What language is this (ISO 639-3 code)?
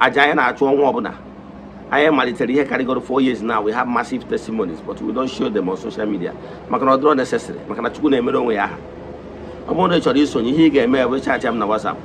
ibo